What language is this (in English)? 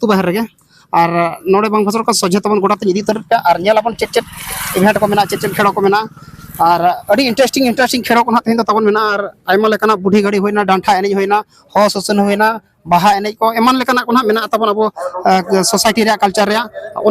Santali